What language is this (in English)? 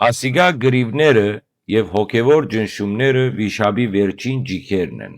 Western Armenian